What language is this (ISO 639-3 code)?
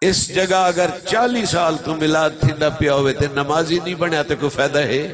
skr